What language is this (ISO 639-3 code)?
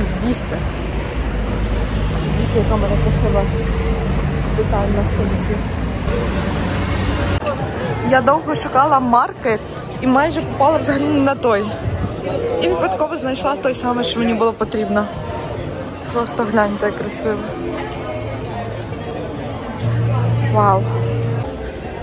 ukr